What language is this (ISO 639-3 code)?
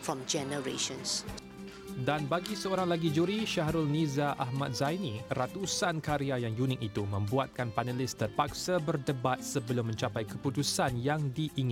msa